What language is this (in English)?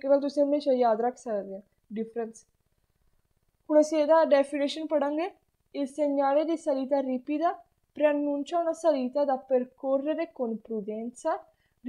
Punjabi